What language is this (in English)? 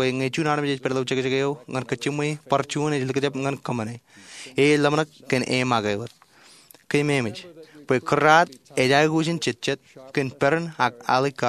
Marshallese